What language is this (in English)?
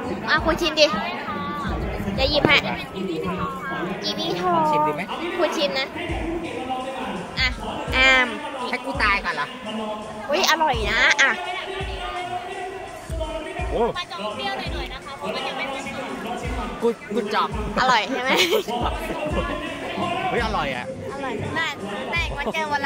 Thai